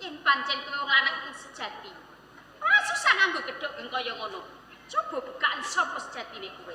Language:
Javanese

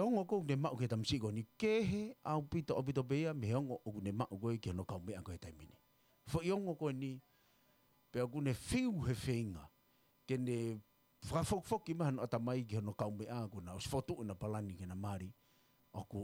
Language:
Tongan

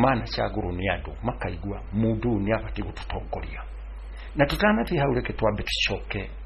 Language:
Kikuyu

